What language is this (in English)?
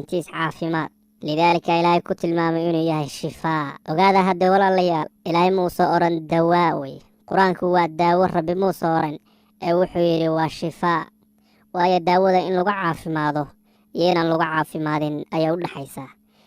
Somali